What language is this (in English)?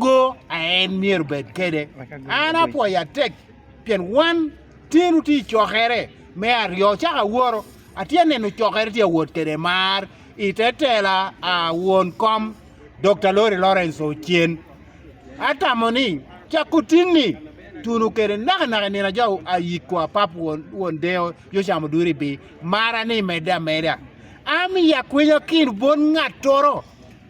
Lango (Uganda)